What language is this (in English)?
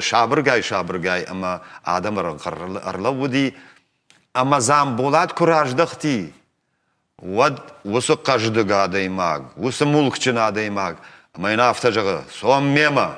Ossetic